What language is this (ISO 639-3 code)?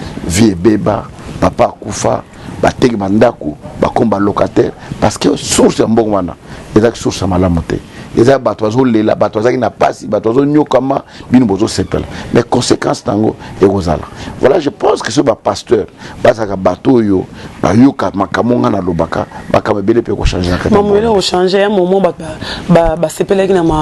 lin